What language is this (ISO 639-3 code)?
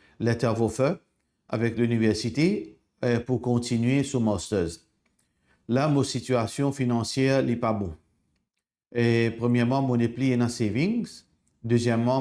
mfe